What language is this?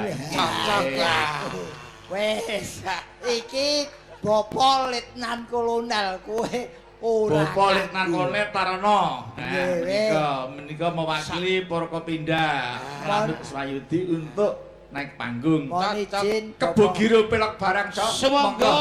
Javanese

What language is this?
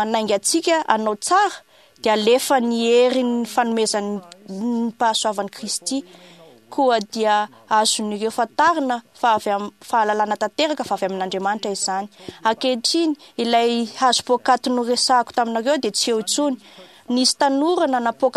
Malagasy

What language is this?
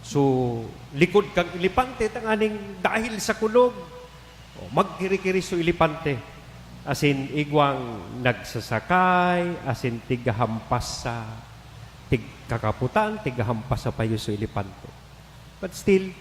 Bikol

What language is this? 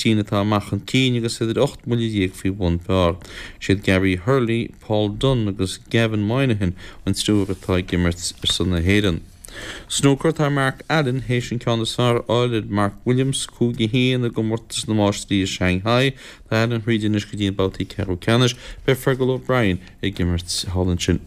Irish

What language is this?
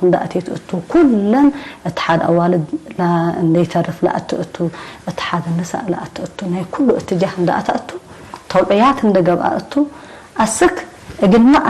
Tigre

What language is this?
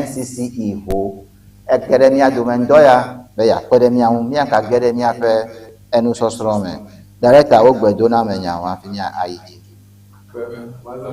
Ewe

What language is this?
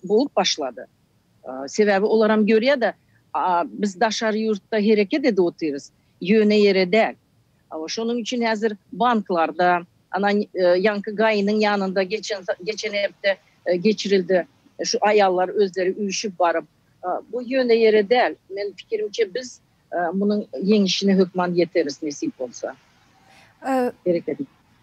Turkmen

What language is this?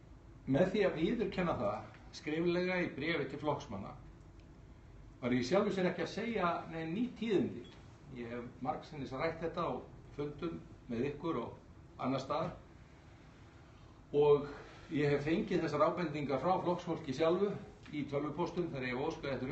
Icelandic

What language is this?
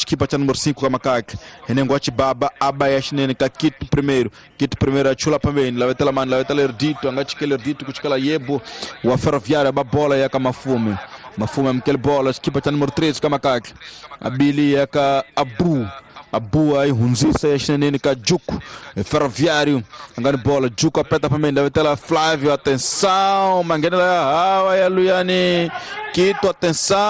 Tsonga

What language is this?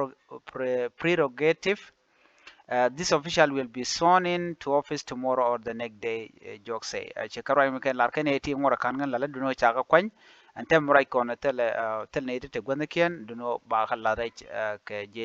Nuer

